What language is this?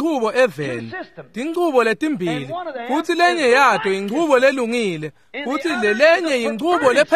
Swati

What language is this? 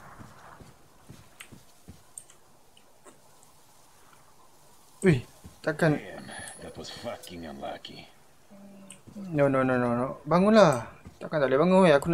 Malay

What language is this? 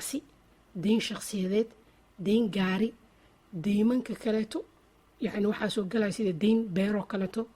Somali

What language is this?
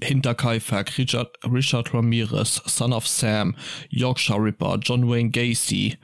Luxembourgish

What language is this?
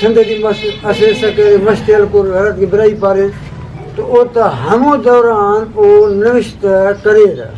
Brahui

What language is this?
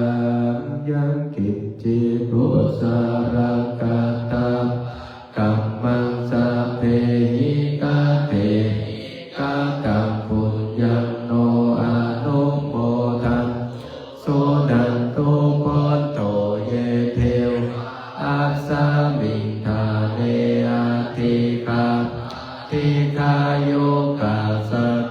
Pali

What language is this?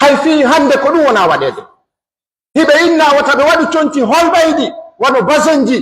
Pular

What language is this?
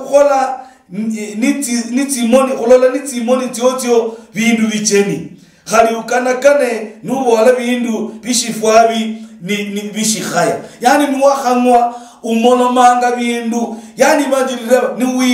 Luyia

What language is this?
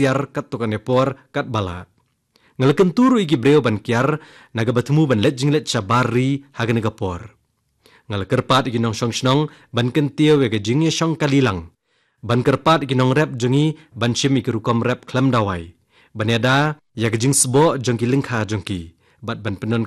Khasi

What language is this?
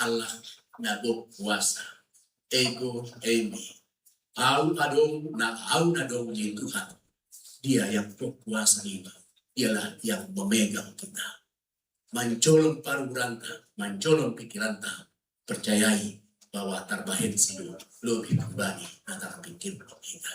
Batak Simalungun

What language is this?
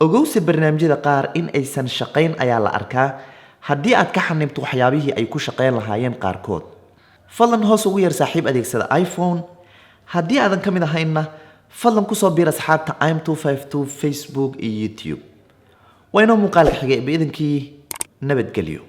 Somali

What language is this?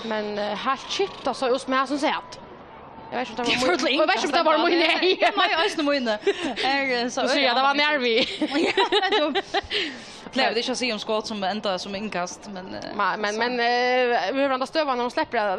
Faroese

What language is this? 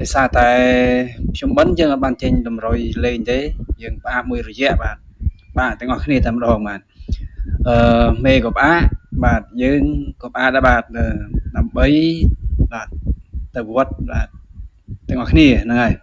Khmer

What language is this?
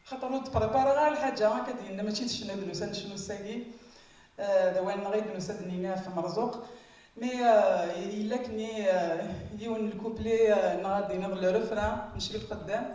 Kabyle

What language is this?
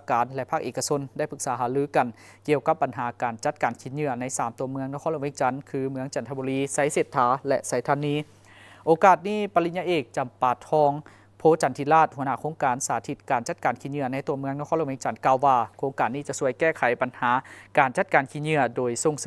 Lao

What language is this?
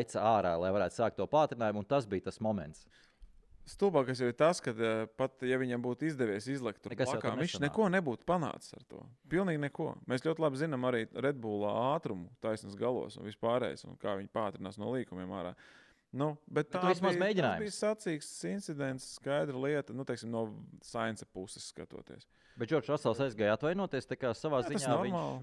Latvian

